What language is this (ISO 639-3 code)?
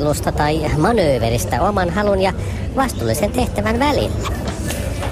fin